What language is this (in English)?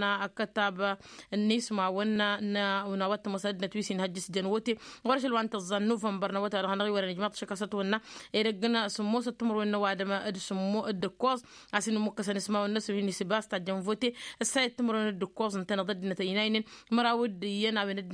Tamasheq